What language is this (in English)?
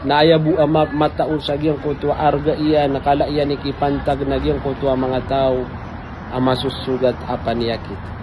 Maranao